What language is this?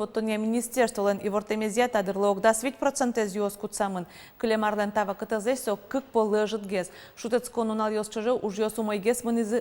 Udmurt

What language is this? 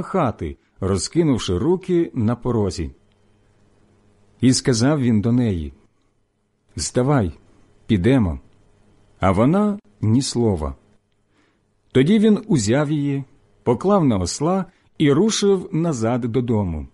Ukrainian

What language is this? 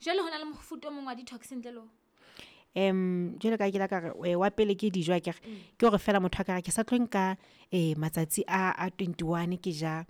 Southern Sotho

